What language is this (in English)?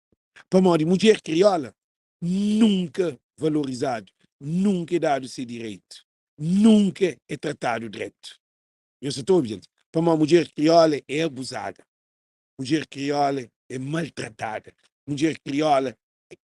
Kabuverdianu